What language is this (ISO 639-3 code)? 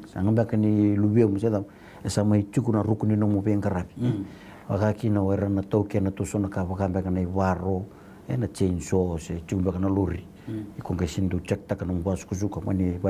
fij